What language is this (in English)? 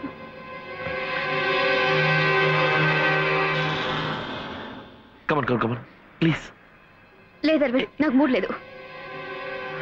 Telugu